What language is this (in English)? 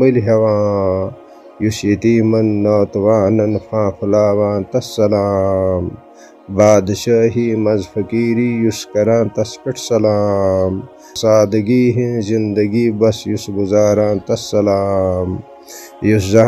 Kashmiri